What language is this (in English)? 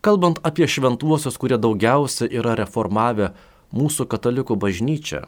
Lithuanian